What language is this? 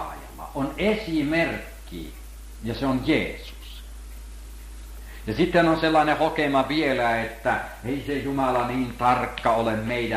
Finnish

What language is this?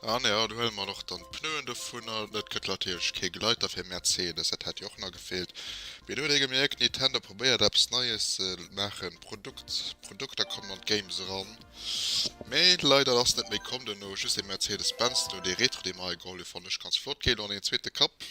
Luxembourgish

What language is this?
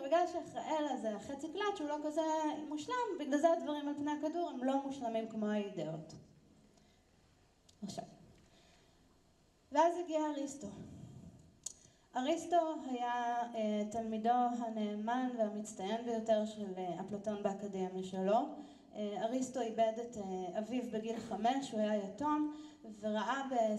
Hebrew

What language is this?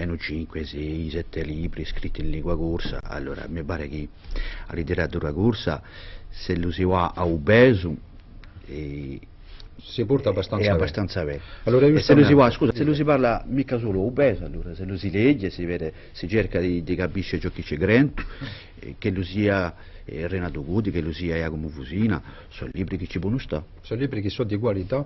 Corsican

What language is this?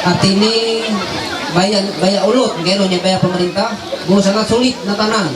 Ma'anyan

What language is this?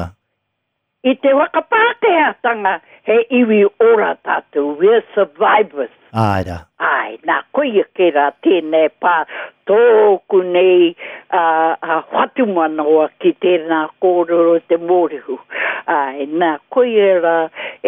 Māori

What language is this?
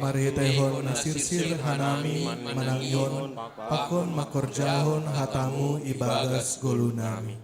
Batak Simalungun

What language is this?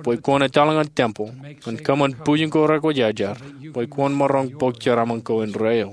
Marshallese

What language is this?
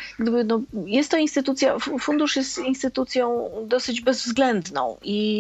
Polish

